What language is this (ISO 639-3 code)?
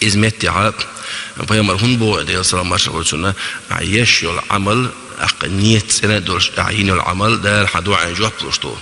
che